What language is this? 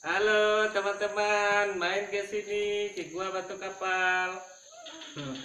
Minangkabau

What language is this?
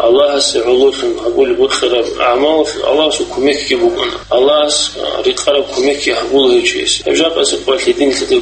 Avaric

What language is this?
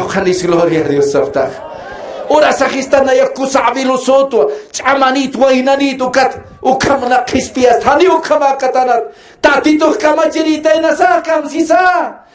Aymara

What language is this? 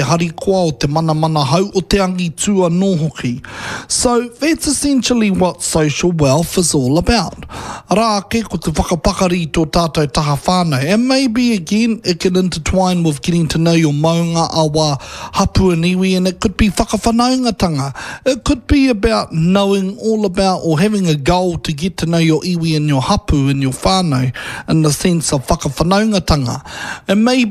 Māori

